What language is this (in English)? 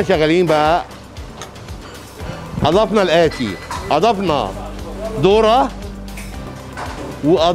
Egyptian Arabic